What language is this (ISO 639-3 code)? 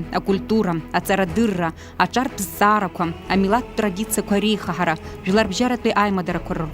abk